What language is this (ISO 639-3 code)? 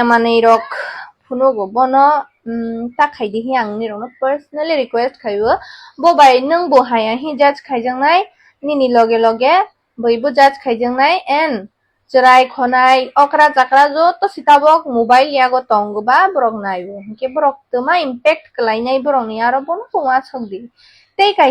trp